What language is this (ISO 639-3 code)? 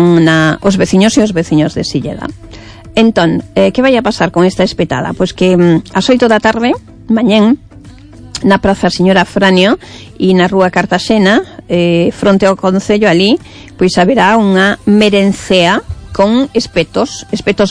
glg